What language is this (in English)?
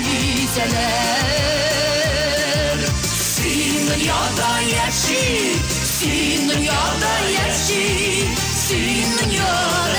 Tatar